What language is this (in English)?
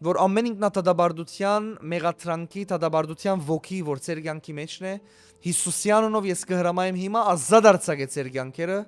Western Armenian